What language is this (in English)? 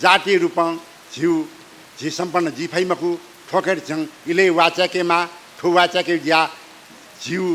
Newari